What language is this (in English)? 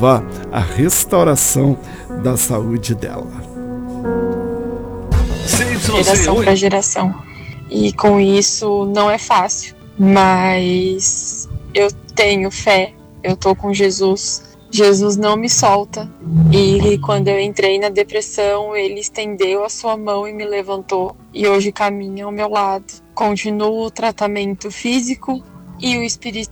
Portuguese